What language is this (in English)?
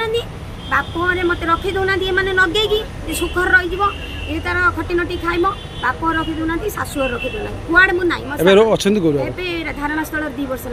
Odia